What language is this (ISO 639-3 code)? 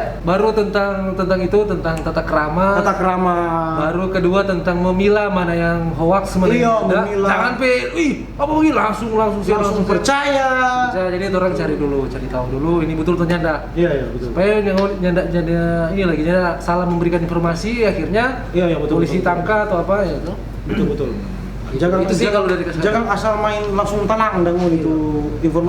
xmm